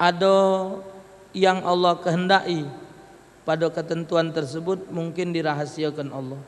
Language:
Musi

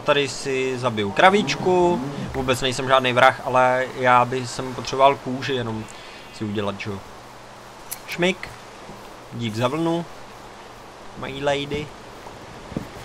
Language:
Czech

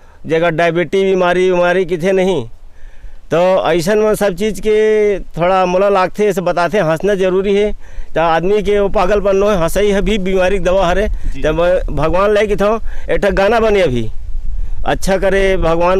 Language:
Chhattisgarhi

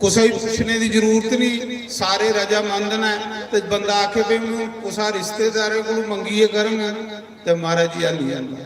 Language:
Dogri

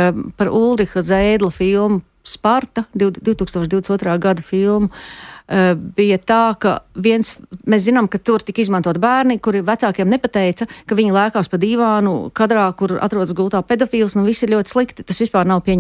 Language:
Latvian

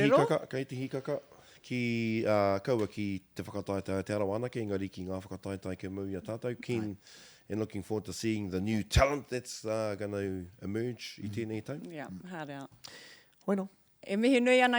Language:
Māori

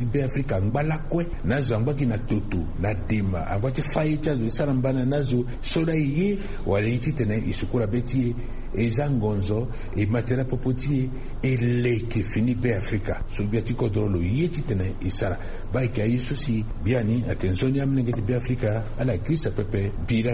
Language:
Sango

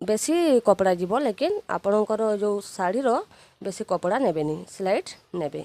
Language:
Odia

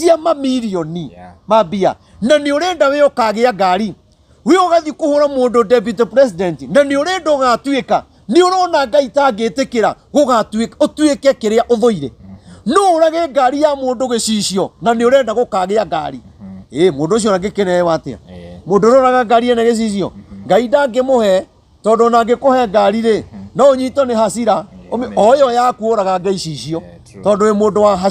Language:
Kikuyu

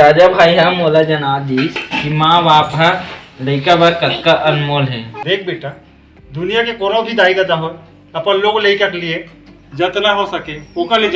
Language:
Chhattisgarhi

